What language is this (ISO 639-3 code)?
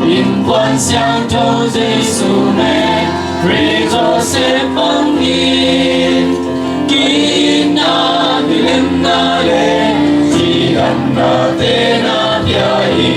ctd